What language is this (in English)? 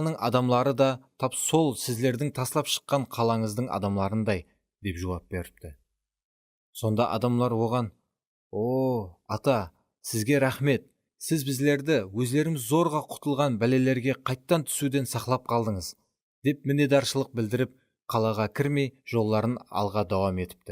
Kara-Kalpak